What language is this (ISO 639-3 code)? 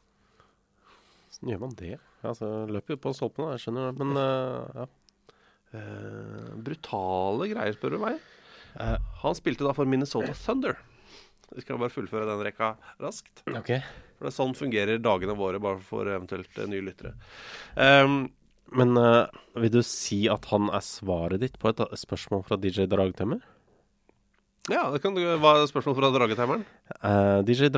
nor